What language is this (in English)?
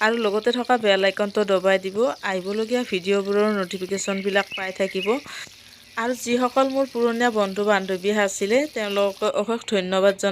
Assamese